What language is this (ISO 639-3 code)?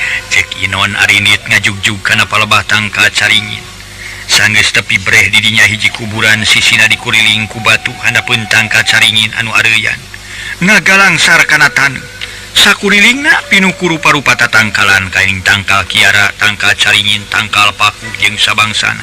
sun